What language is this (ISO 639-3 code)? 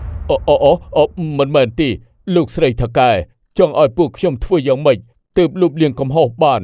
khm